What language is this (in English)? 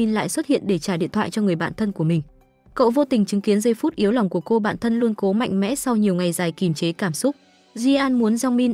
Vietnamese